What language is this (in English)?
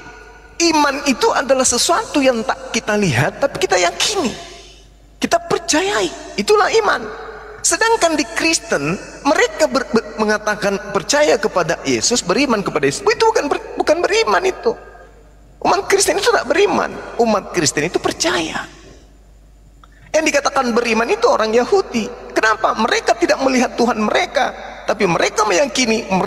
Indonesian